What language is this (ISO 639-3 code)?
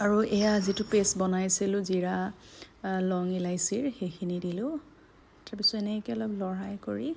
asm